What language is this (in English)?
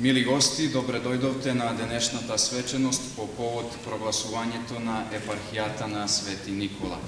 Rusyn